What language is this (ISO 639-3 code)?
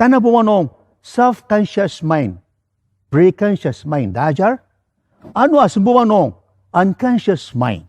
njo